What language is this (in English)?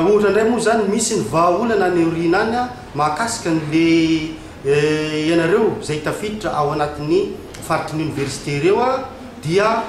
Malagasy